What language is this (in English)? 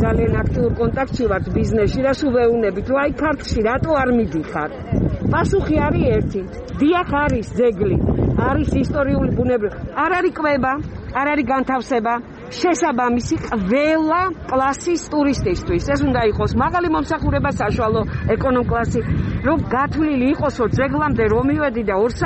Georgian